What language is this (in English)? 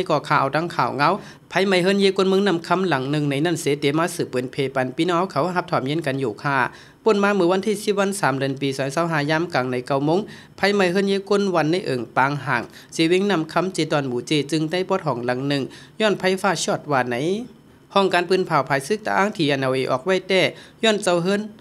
Shan